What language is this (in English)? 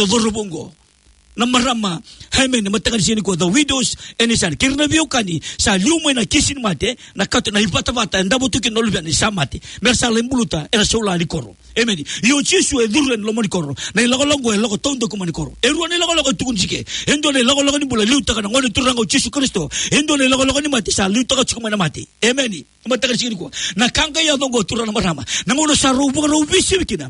Fijian